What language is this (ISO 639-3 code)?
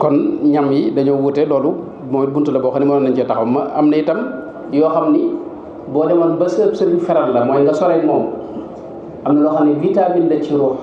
wol